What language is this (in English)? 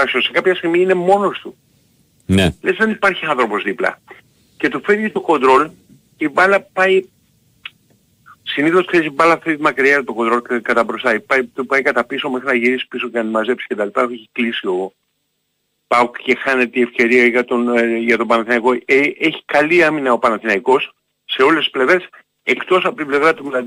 Greek